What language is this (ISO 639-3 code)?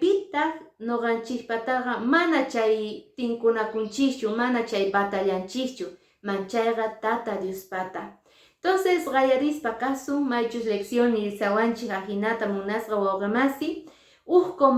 que